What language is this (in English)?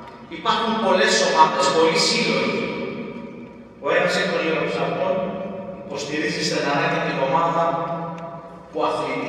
Greek